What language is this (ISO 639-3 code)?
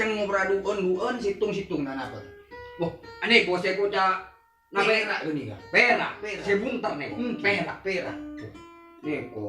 mad